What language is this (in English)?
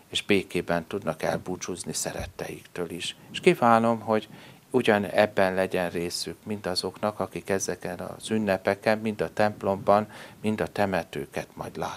Hungarian